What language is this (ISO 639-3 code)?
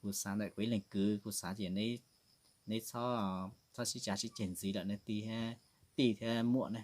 hmn